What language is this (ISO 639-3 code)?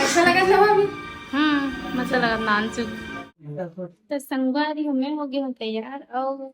hne